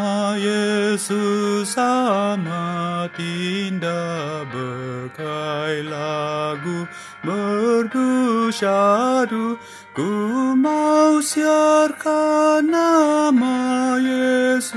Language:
Indonesian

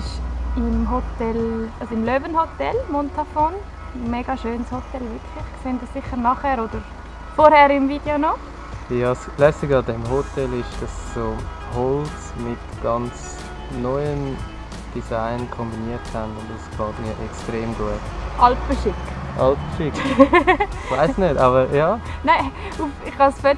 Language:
Swiss German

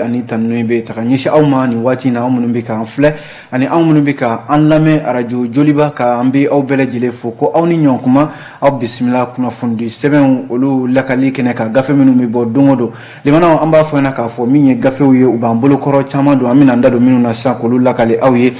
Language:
Bambara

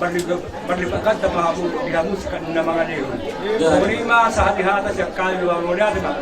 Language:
Batak Toba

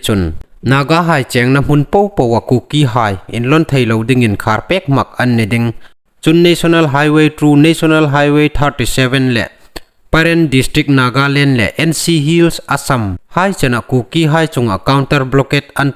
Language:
Hmar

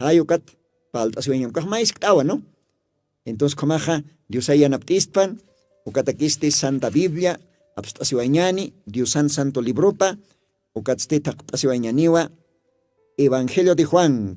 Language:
Aymara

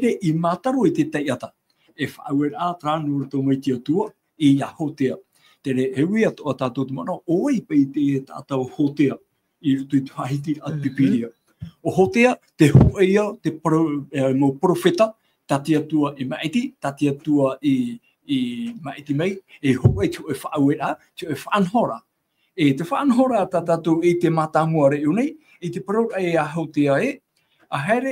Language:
Tahitian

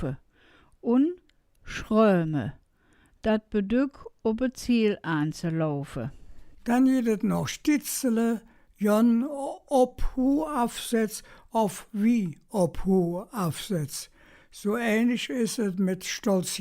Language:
Colognian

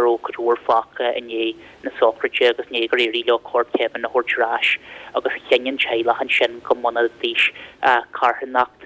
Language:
Irish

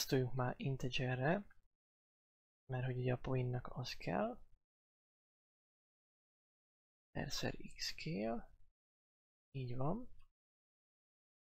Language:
Hungarian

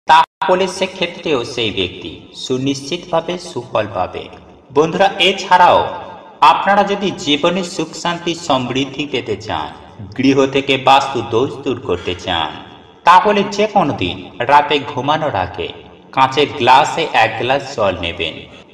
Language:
Bangla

